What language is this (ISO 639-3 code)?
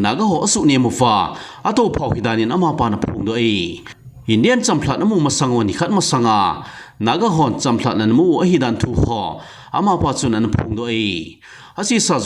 tcz